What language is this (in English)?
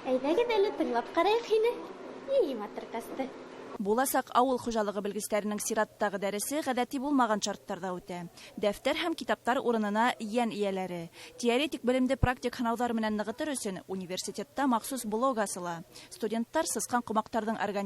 Bashkir